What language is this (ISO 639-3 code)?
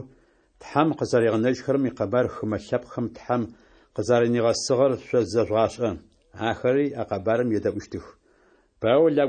ady